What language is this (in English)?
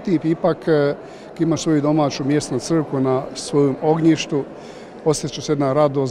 Croatian